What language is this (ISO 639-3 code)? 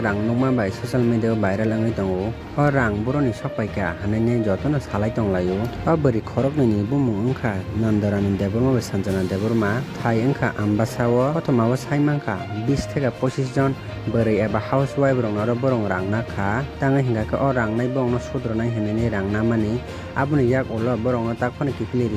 trp